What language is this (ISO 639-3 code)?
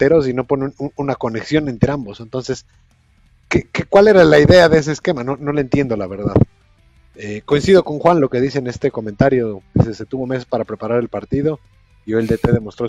spa